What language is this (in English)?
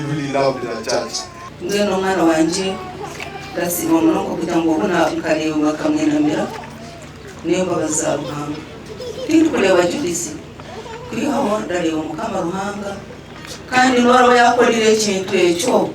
Nyankole